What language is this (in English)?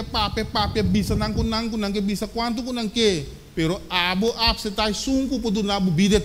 Papiamento